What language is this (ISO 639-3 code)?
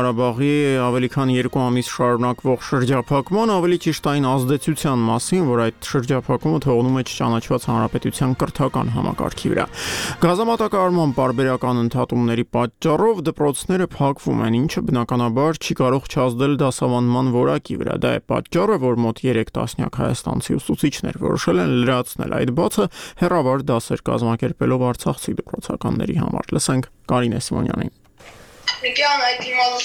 hye